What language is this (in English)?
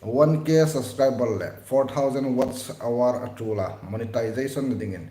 Hmar